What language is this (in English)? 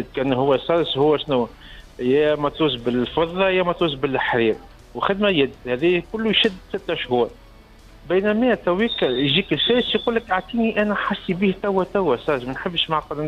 Tunisian Arabic